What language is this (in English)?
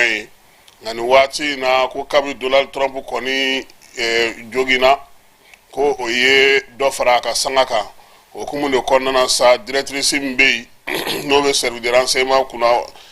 Bambara